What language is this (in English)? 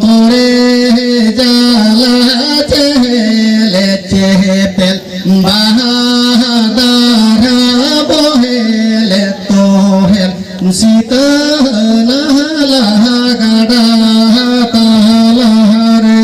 Santali